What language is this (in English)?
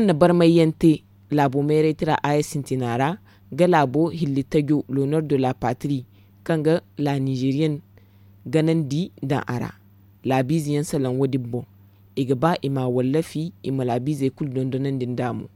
Zarma